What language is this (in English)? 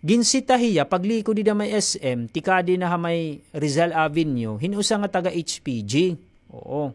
Waray